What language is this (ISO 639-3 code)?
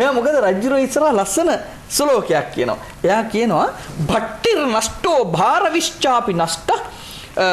sin